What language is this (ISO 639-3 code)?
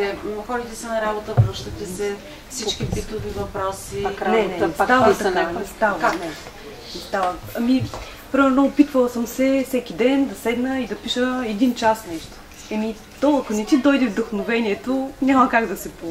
bul